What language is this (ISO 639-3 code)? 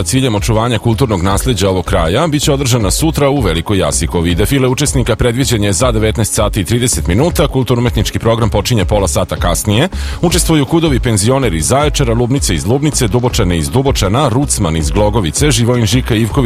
srp